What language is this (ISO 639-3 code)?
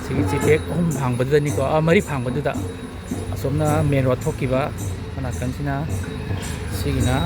mni